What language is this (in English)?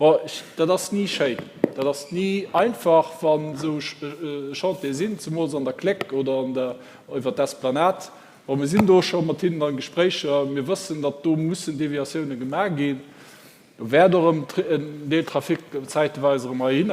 Luxembourgish